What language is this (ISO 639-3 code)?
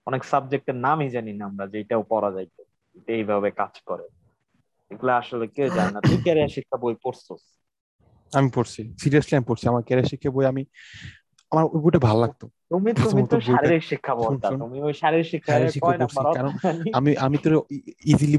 ben